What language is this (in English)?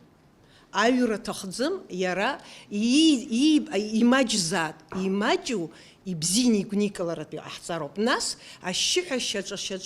Abkhazian